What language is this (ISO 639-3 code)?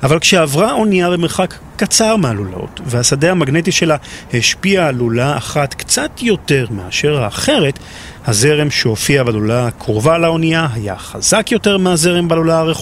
heb